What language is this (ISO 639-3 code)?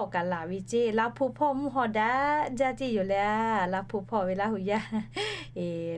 lhu